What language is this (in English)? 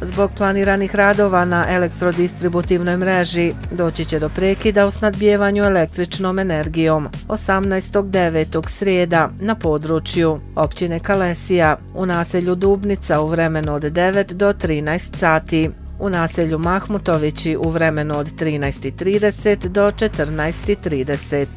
Bosnian